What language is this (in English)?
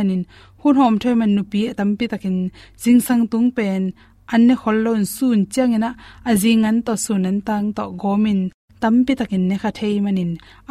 Tedim Chin